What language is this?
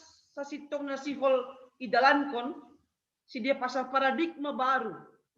Batak Simalungun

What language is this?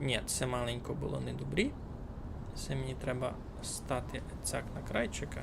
Rusyn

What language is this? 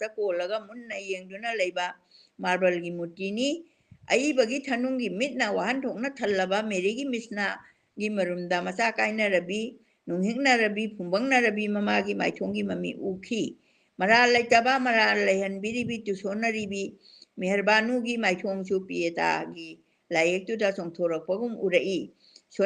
Manipuri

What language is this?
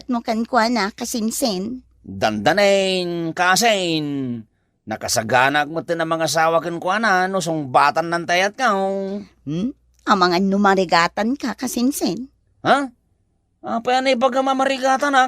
Iloko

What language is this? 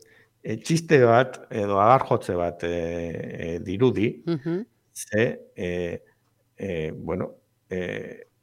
Basque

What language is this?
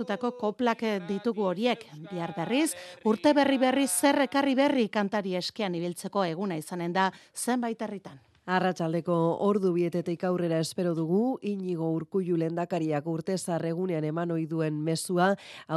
Basque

